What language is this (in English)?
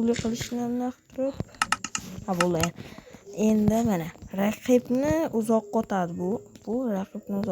Uzbek